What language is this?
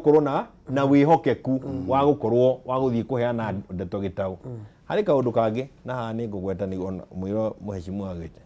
Kikuyu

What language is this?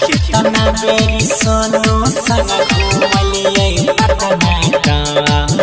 Maithili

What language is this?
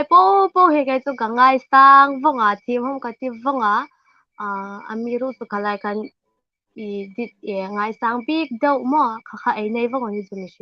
Hmar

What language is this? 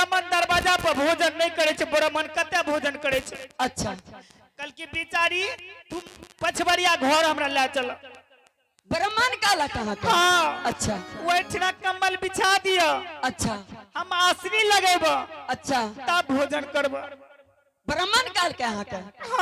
Angika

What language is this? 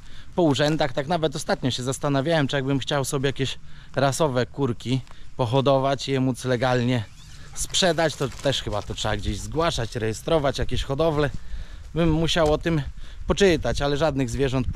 Polish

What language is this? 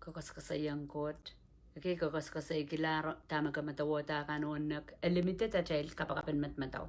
Pohnpeian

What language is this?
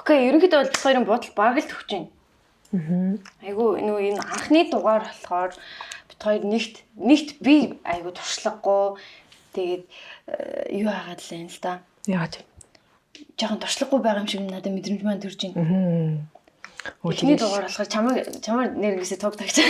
Mongolian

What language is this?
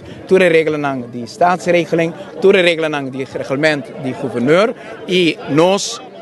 Papiamento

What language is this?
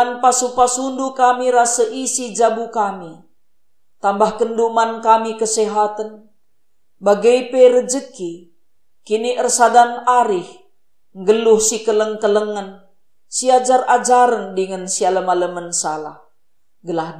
Batak Karo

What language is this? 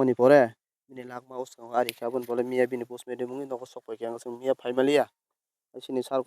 Kok Borok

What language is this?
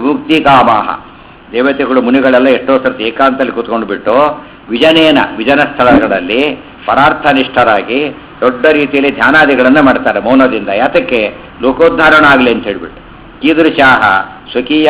Kannada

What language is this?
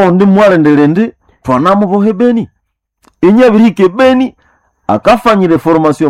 Swahili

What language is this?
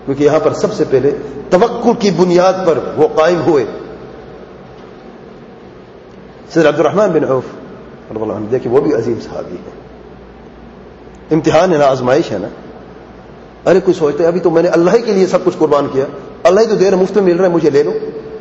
Urdu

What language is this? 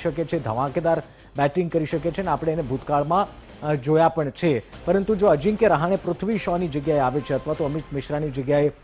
Gujarati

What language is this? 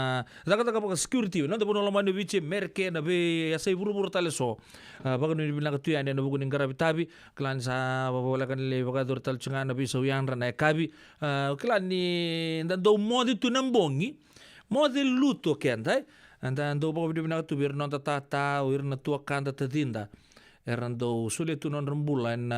Fijian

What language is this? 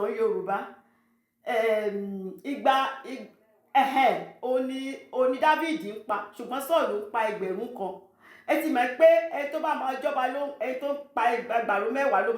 Yoruba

